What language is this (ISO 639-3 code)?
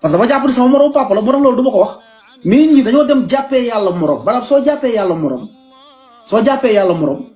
wol